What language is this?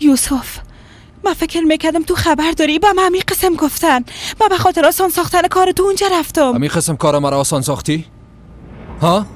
Persian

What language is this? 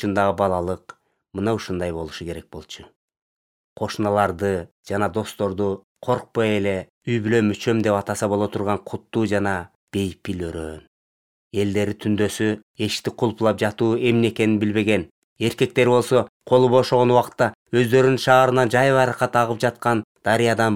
Kyrgyz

